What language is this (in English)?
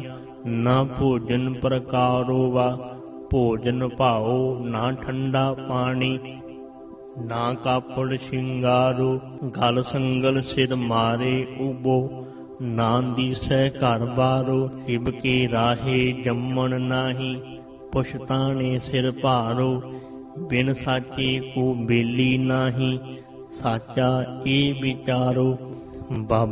Punjabi